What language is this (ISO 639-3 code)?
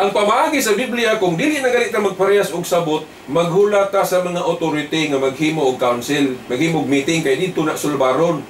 ceb